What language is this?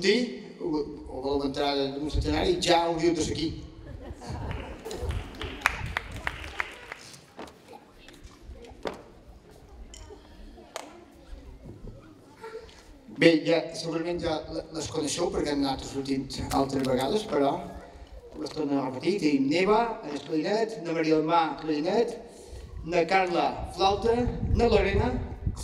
Catalan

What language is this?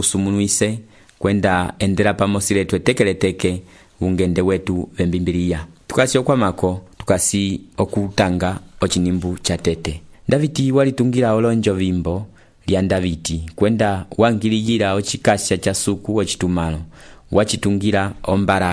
Umbundu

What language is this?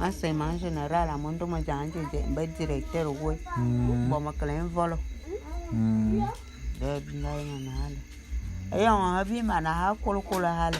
Bulu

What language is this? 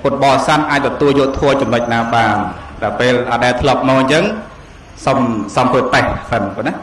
Khmer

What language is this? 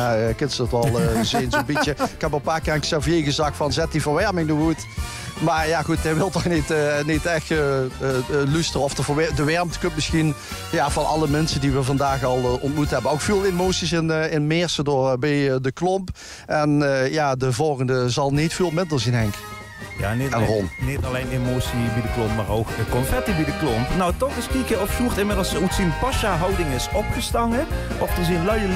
Limburgish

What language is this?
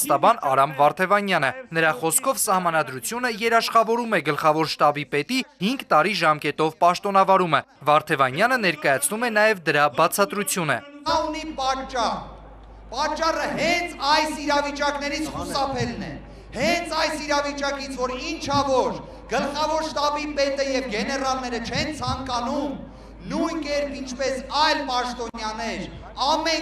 Armenian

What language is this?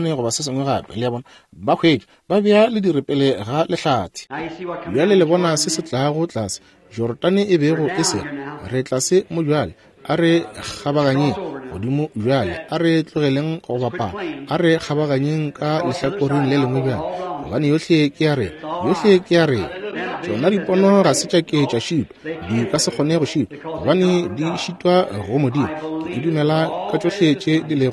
Northern Sotho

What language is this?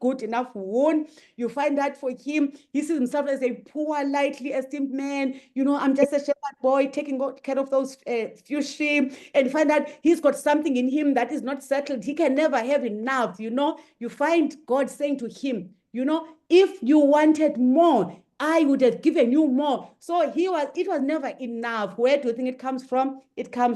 English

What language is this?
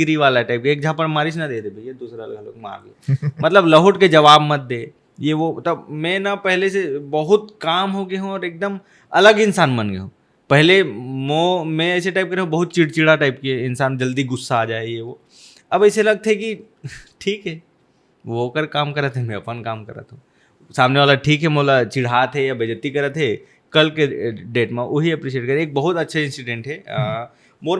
Chhattisgarhi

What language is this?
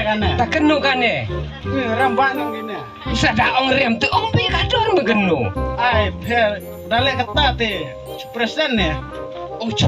Khasi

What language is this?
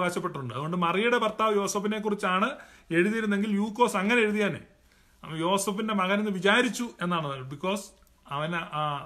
Malayalam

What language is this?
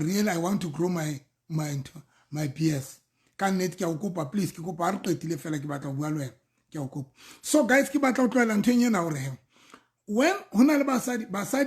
Southern Sotho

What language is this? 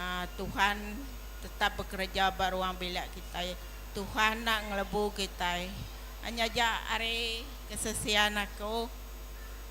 Iban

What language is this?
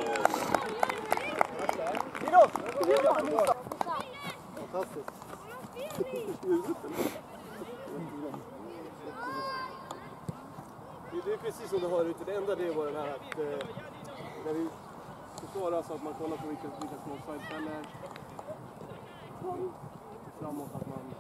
Swedish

